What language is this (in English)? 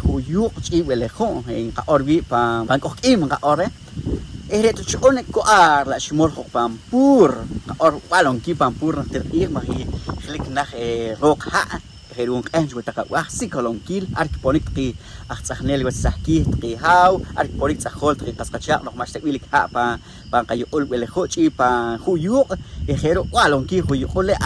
Poqomchi'